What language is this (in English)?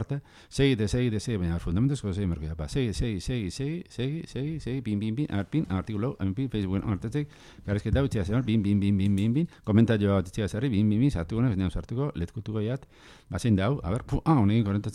Basque